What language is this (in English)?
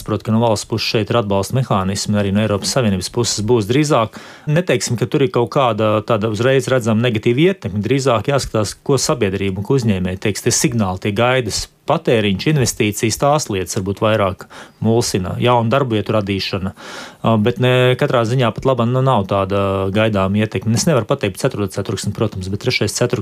Latvian